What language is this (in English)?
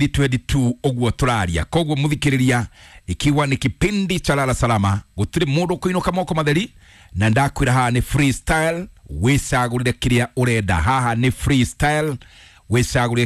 Kikuyu